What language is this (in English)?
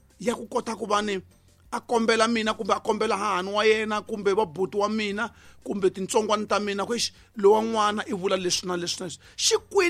Tsonga